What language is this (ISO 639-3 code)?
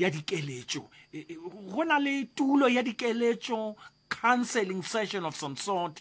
nso